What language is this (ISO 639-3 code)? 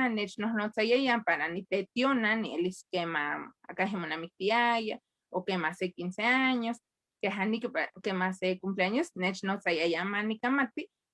nhe